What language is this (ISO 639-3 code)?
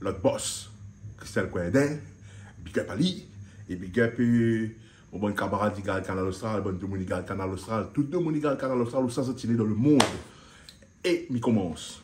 rcf